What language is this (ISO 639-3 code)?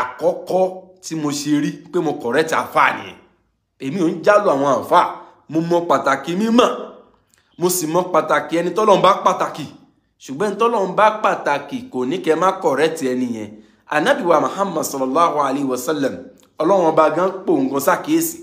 yor